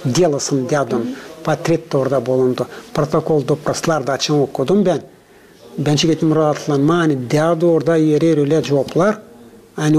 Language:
Gagauz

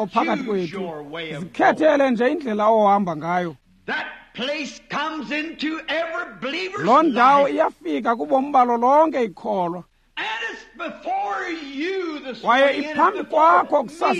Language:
Xhosa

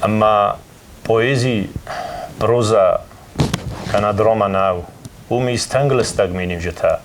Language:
Ossetic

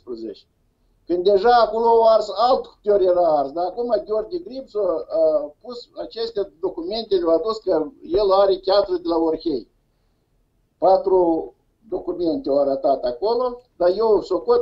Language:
Romanian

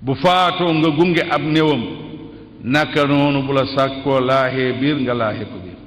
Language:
Wolof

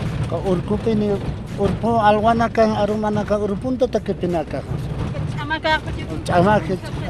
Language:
Aymara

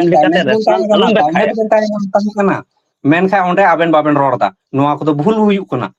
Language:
Santali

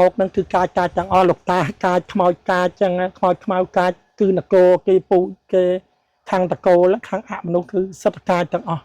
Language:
Khmer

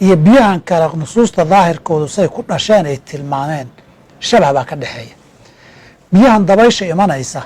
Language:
Somali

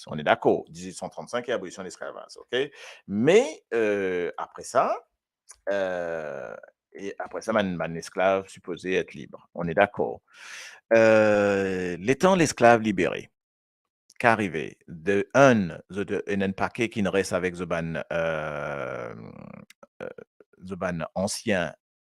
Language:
Morisyen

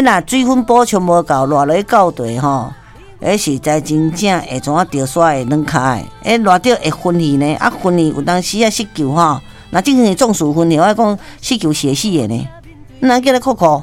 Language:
Min Nan Chinese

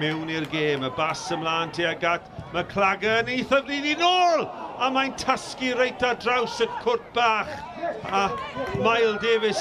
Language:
Welsh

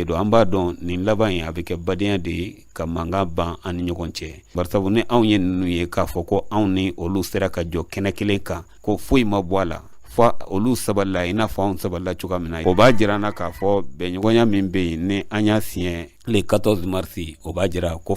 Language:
Bambara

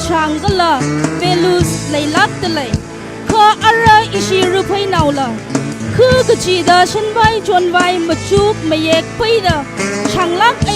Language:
Tangkhul Naga (India)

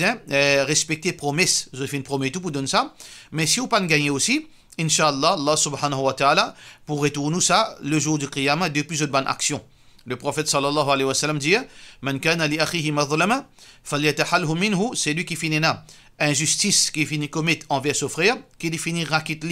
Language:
Morisyen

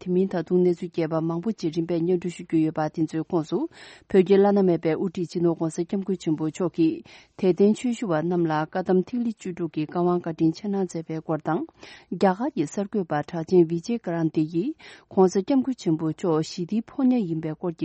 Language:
Tibetan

